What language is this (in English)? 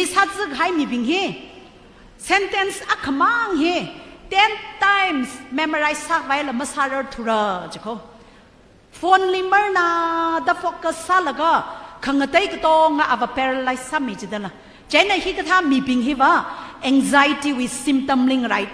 Tangkhul Naga (India)